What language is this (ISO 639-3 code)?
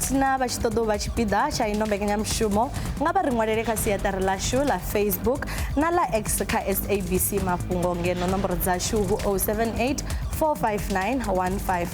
ven